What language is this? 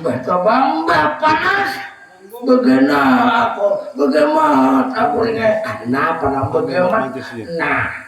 Banjar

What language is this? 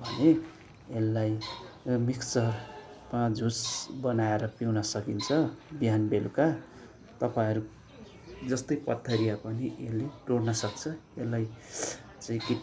Nepali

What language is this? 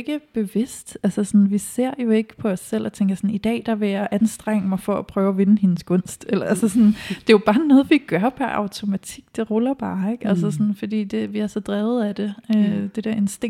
Danish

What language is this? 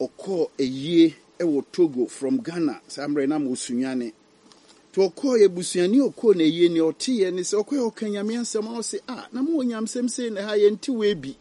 Akan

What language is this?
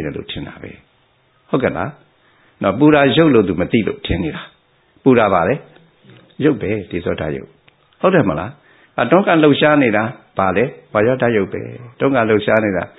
Burmese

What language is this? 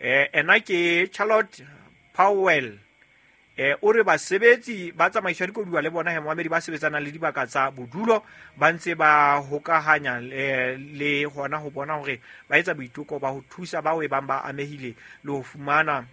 Southern Sotho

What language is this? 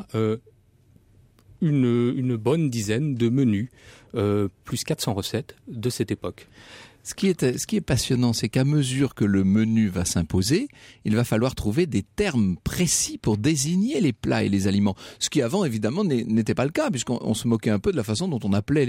French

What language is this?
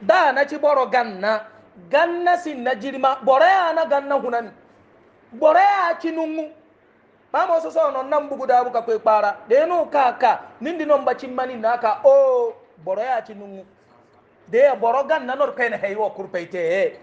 Hausa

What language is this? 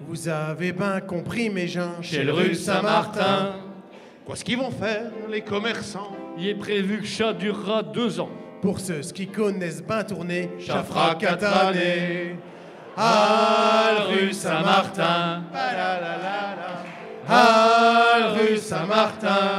Picard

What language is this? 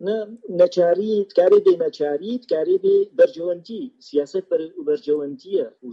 Kurdish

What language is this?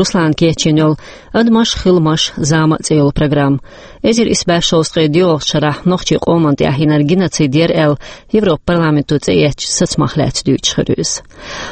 Chechen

